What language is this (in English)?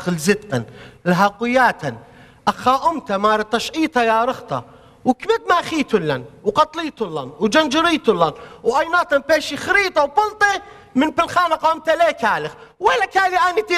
Assyrian Neo-Aramaic